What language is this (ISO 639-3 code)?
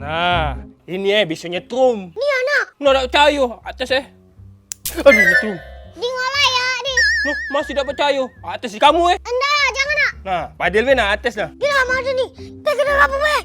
mui